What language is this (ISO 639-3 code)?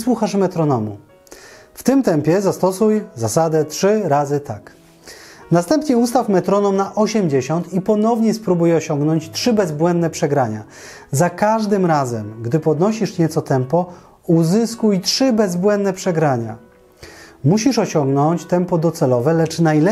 pol